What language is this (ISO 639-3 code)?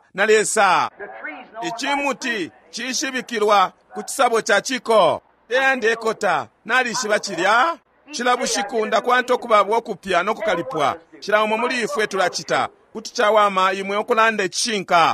bem